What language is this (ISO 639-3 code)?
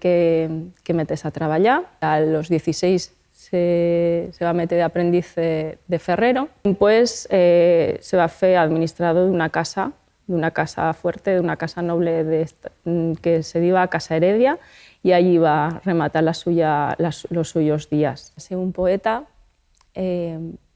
arg